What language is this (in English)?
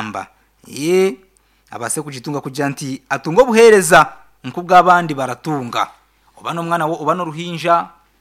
Nyankole